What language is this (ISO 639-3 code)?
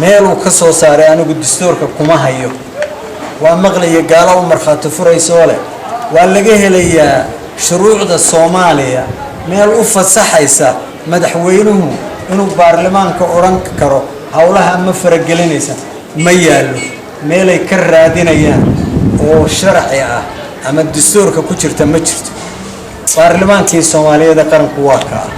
som